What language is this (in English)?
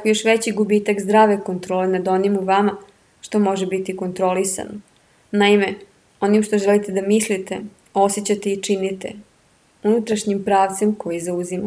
Serbian